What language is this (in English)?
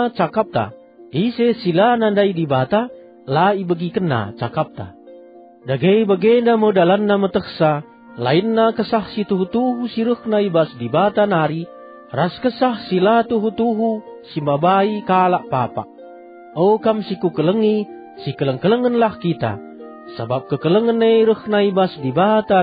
Batak Karo